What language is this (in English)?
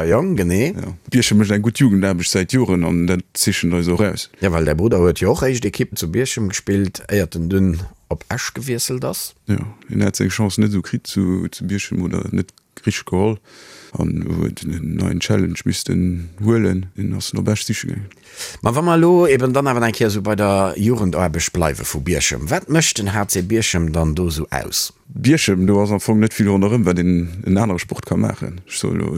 Luxembourgish